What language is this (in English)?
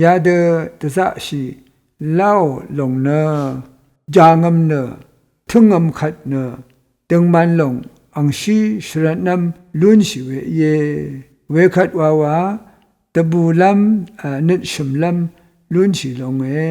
Rawang